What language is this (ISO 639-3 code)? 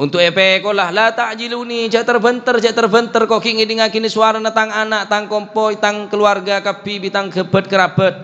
mad